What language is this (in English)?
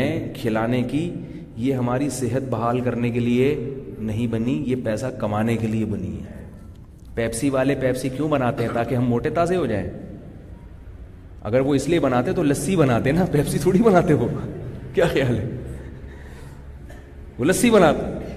Urdu